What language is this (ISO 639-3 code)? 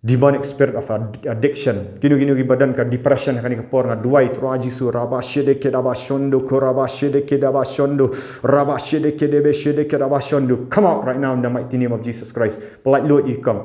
kha